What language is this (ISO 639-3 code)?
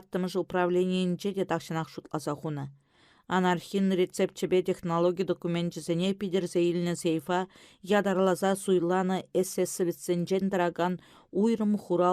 chv